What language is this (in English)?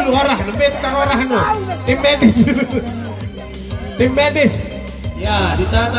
Sasak